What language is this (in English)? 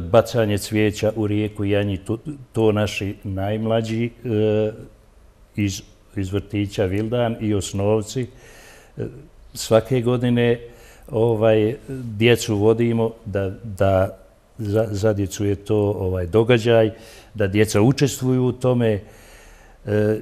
Bosnian